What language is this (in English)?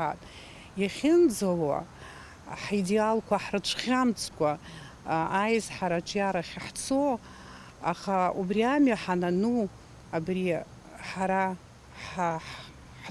Abkhazian